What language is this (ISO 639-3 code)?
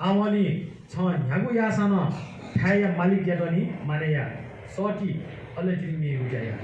new